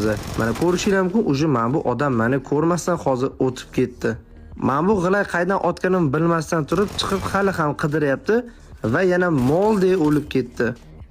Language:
Uzbek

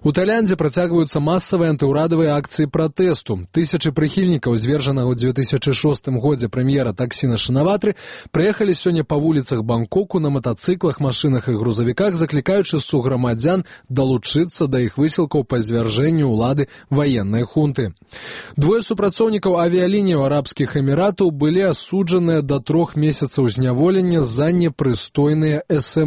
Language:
Belarusian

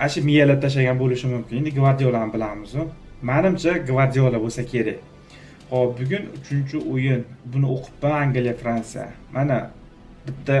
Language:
Uzbek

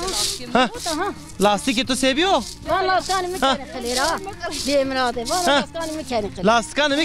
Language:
Zaza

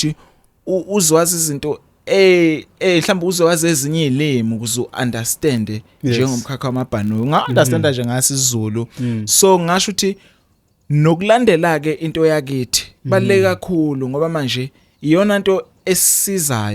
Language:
Zulu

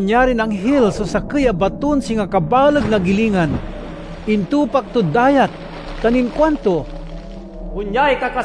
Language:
Pangasinan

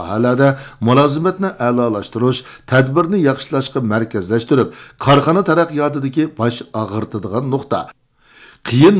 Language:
Uyghur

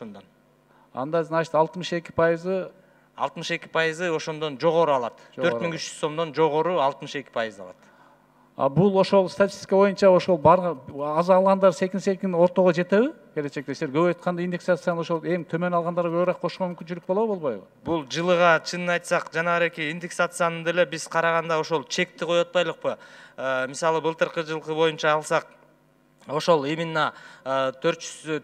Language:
Kyrgyz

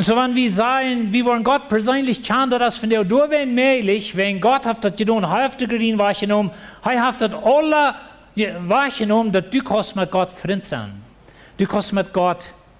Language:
Plautdietsch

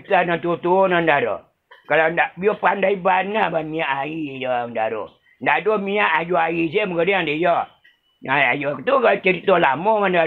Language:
Minangkabau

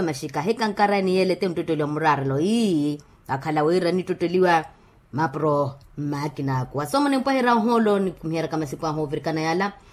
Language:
Makhuwa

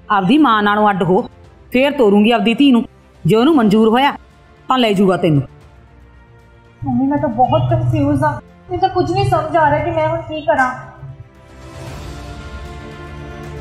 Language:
Punjabi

